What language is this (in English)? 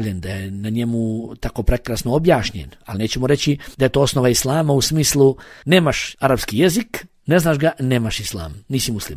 Bosnian